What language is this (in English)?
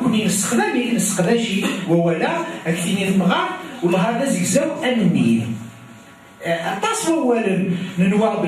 Kabyle